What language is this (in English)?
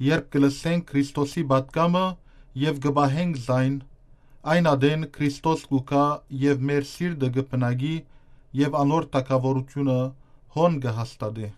Western Armenian